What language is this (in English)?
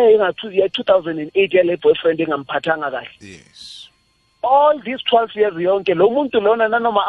South Ndebele